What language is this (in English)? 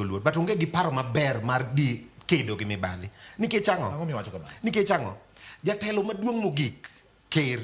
Luo (Kenya and Tanzania)